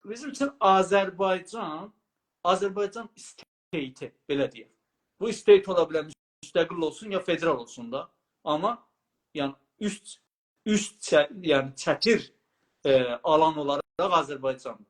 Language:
South Azerbaijani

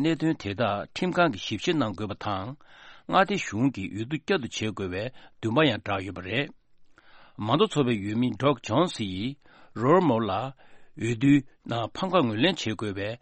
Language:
Tibetan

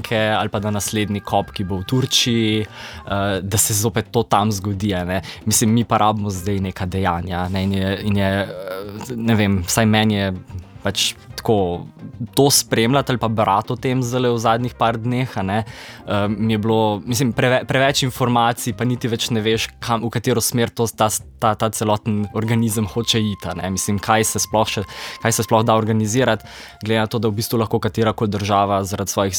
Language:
Slovenian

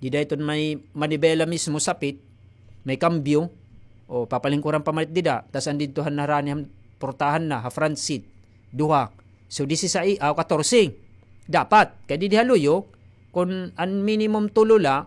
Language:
Waray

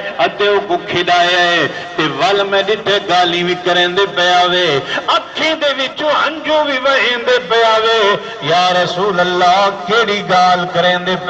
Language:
Saraiki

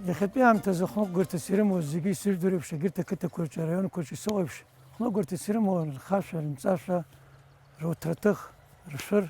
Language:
Abkhazian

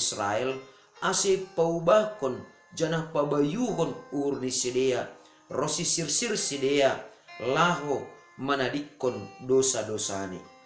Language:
Batak Simalungun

